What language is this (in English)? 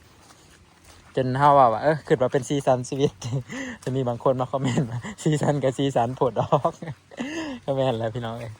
Lao